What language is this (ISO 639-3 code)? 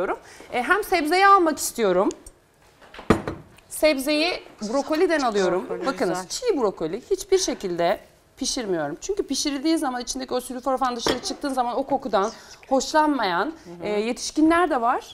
tur